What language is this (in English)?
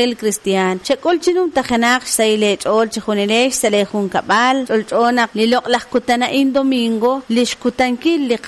Kekchí